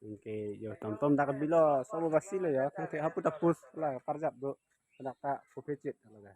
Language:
Karbi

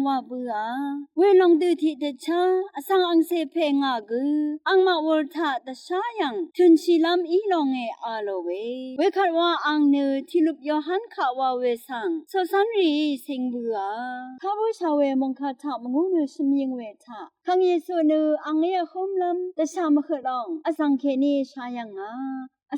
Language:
Rawang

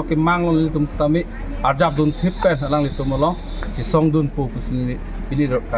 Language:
Karbi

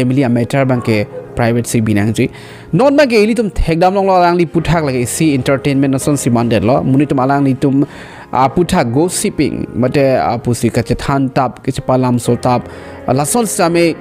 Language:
Karbi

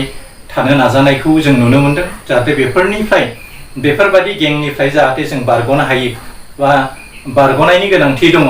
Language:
Bodo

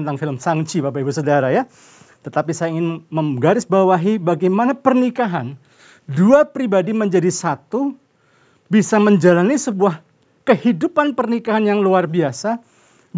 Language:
Indonesian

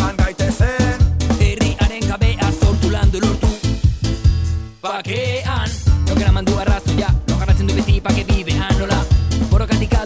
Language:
Basque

